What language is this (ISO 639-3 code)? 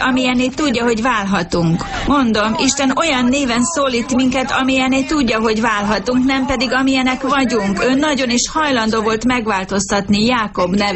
hun